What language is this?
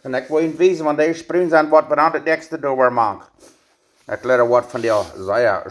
Plautdietsch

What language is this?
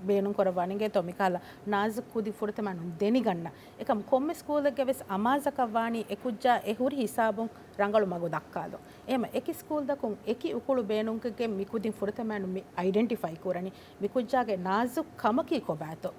Divehi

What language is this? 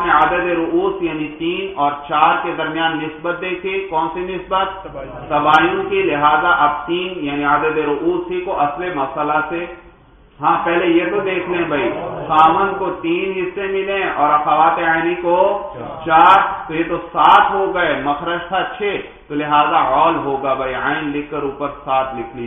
Urdu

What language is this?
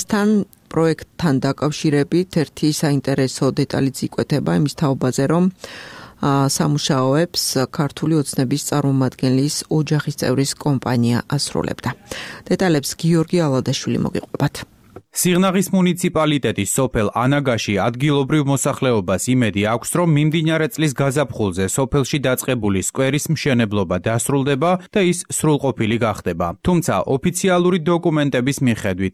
Georgian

